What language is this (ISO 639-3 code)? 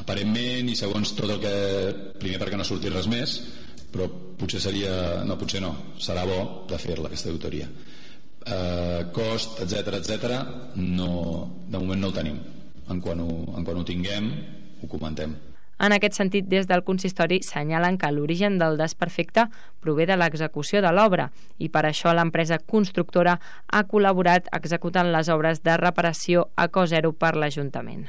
cat